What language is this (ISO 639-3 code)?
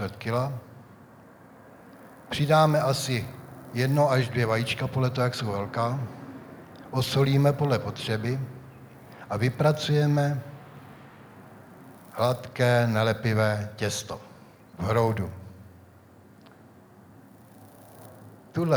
ces